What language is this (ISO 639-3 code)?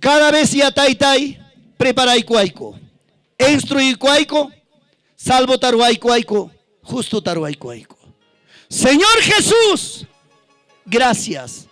quy